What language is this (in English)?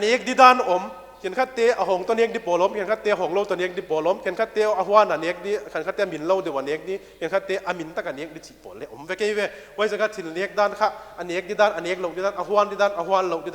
Paite Chin